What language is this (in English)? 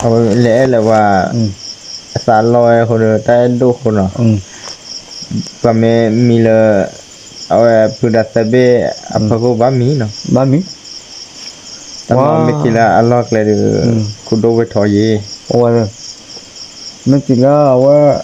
S'gaw Karen